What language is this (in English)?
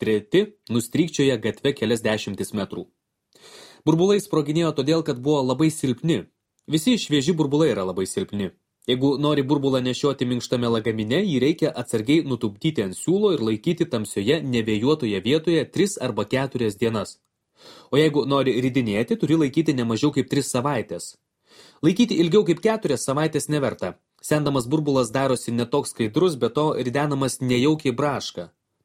Lithuanian